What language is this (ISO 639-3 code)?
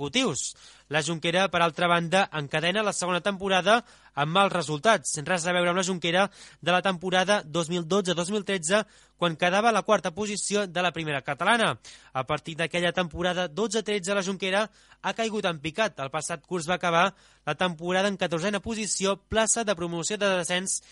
cat